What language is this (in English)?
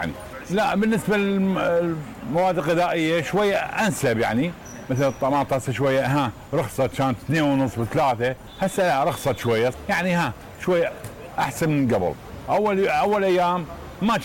Mesopotamian Arabic